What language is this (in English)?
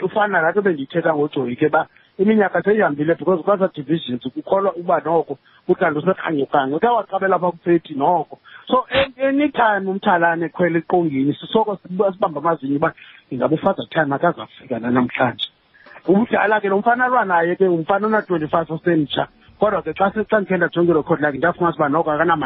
Xhosa